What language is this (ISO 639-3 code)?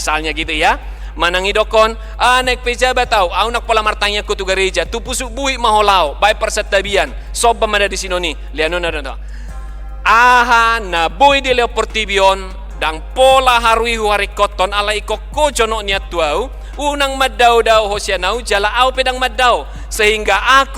bbc